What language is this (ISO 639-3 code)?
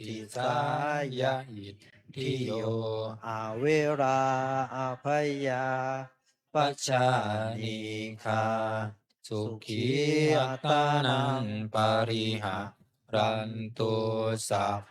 pli